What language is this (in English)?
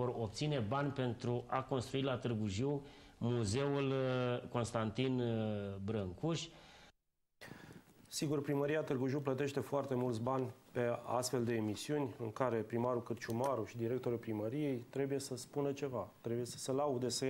Romanian